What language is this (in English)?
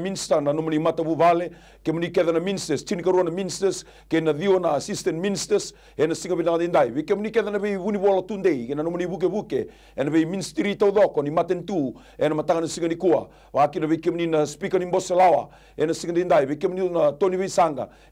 Fijian